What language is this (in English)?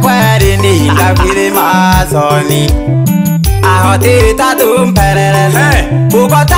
Swahili